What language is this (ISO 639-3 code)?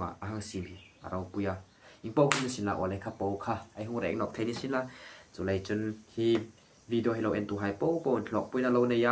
hmr